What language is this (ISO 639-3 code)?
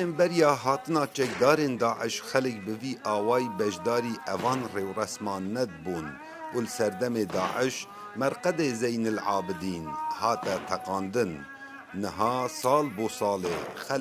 kur